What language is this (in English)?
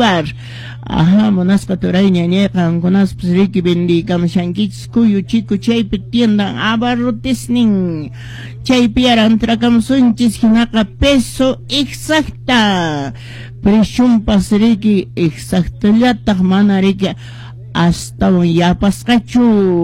Quechua